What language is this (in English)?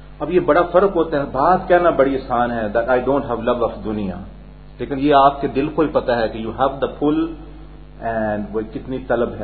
Urdu